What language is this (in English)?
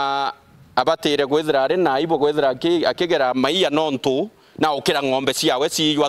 Meru